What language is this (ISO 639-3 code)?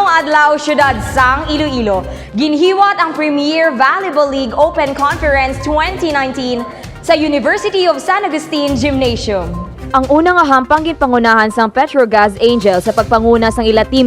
hil